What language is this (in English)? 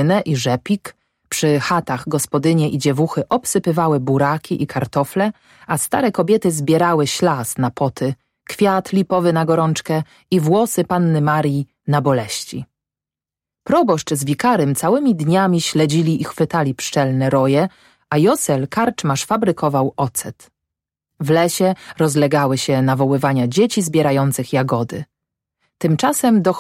Polish